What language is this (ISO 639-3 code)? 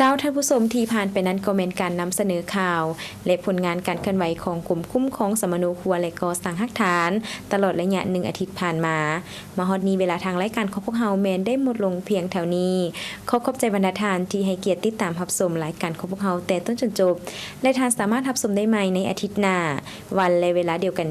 lao